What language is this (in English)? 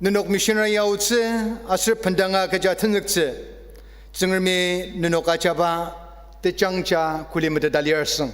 Ao Naga